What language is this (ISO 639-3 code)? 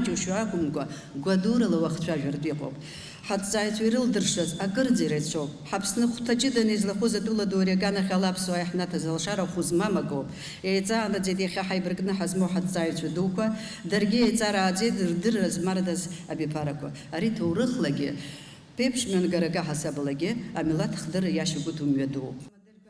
abk